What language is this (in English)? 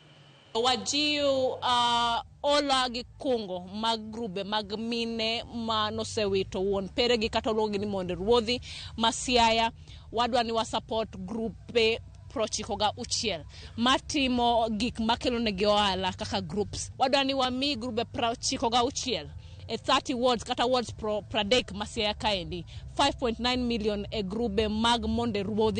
Luo (Kenya and Tanzania)